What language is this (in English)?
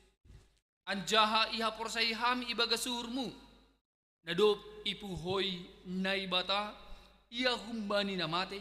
Batak Simalungun